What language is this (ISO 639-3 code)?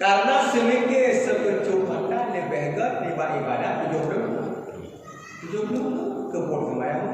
ace